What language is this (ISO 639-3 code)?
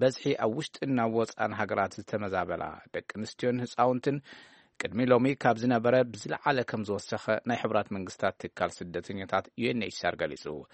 tir